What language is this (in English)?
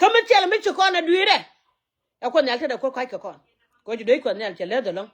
Nuer